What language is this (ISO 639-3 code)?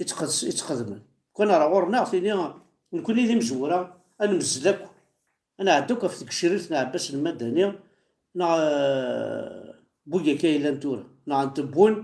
kab